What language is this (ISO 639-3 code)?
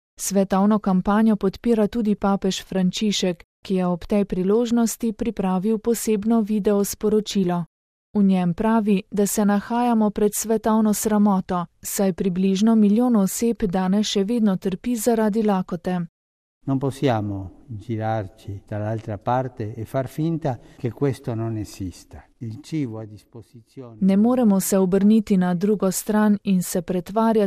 slv